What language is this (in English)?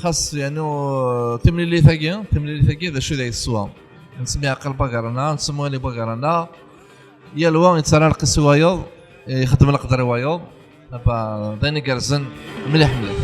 Kabyle